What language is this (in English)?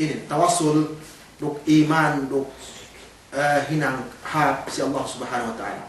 Yakan